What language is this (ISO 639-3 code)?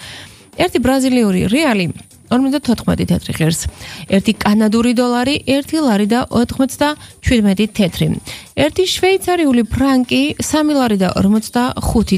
kat